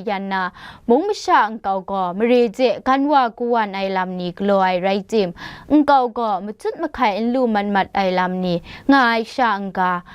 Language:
Kachin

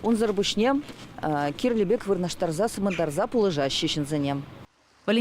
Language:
Chuvash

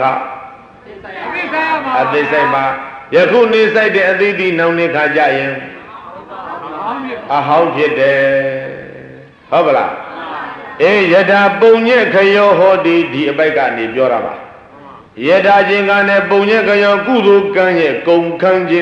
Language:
Burmese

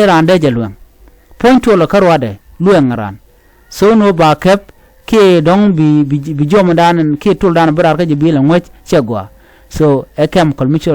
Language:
Nuer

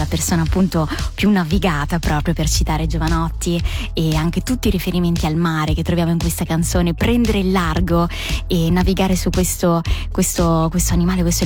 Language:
Italian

